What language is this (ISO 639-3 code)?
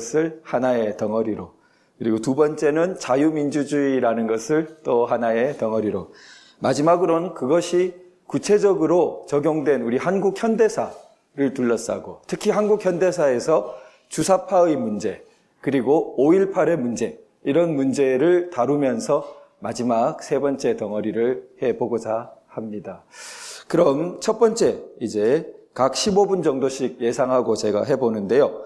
kor